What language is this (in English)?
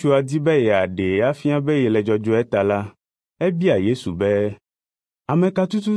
Ewe